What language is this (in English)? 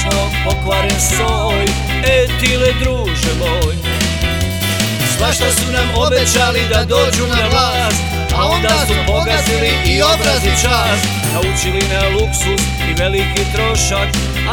Bosnian